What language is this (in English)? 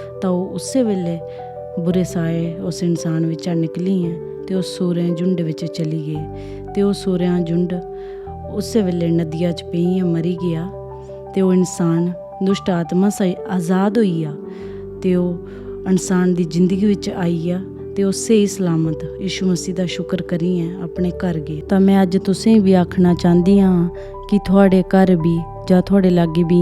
Dogri